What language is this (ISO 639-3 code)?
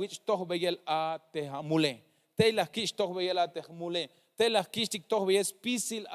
tzh